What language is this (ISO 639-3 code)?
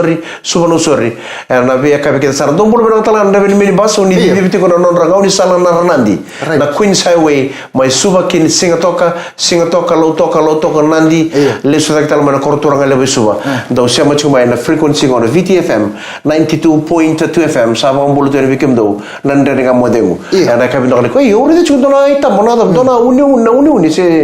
fij